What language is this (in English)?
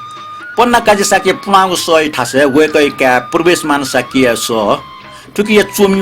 Newari